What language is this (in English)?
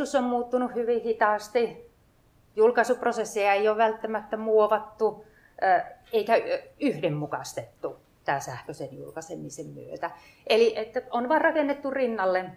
Finnish